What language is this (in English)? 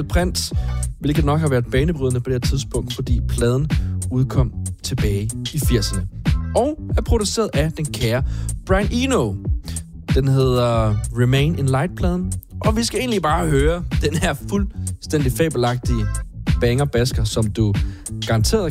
Danish